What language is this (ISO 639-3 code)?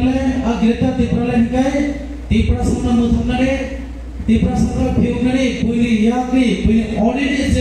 trp